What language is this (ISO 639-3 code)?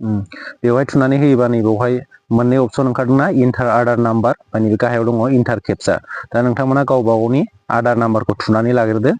brx